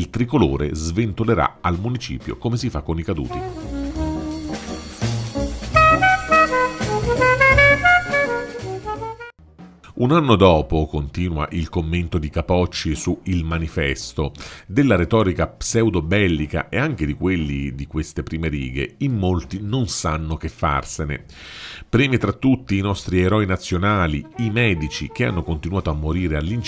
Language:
Italian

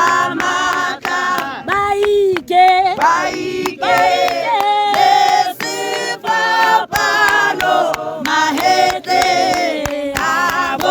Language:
Tswana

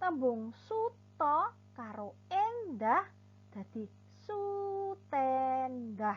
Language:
Javanese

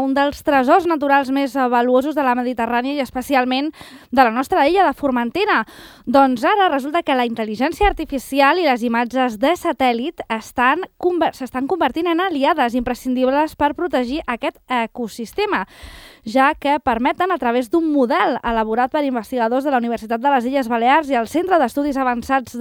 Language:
Catalan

